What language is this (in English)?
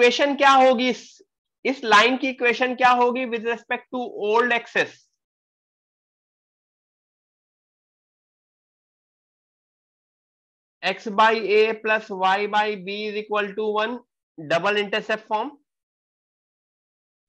Hindi